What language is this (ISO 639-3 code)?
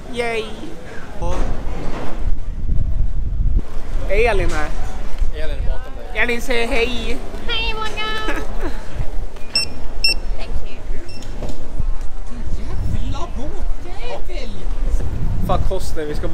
swe